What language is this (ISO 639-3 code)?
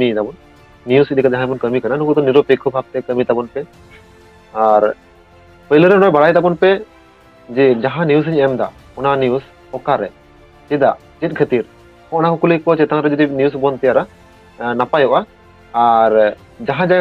sat